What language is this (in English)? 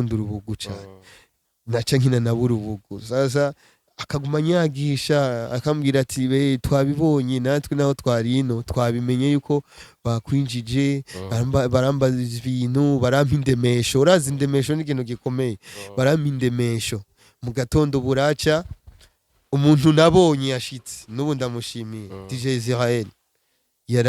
Rundi